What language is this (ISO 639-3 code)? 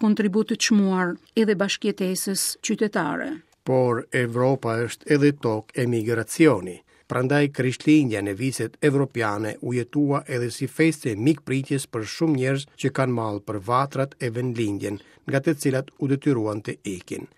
sqi